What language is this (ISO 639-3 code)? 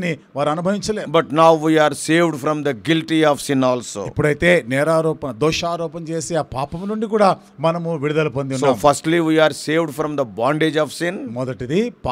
tel